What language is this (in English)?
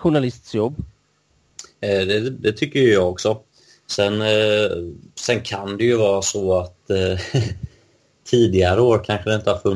Swedish